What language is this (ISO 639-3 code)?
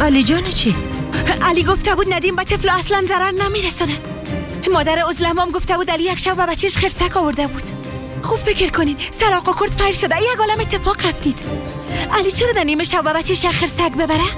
fas